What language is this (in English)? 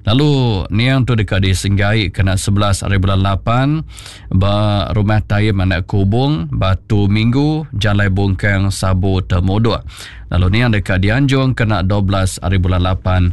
Iban